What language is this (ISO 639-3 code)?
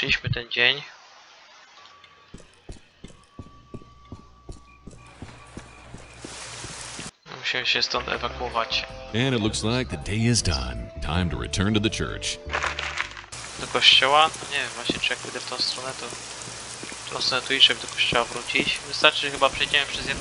pol